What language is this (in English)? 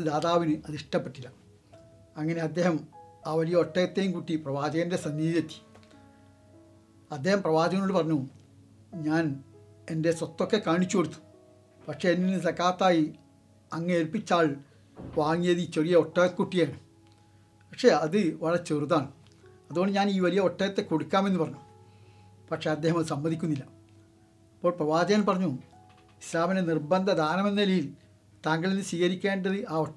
Malayalam